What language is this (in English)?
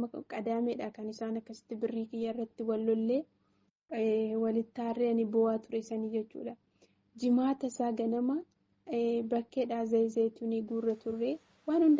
Oromo